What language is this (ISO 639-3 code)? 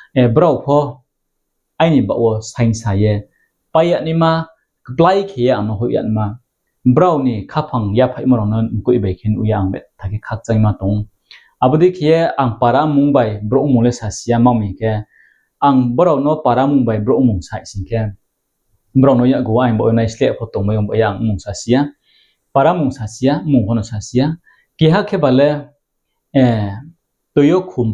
ria